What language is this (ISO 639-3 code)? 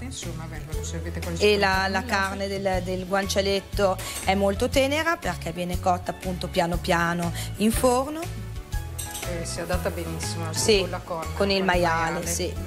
ita